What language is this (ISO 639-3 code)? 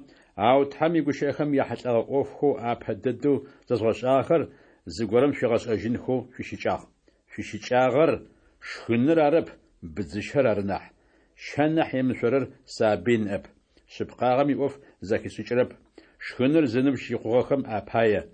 ady